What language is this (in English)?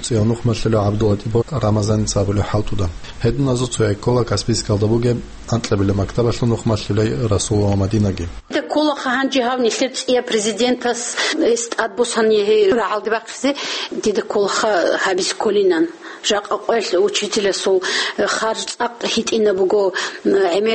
Avaric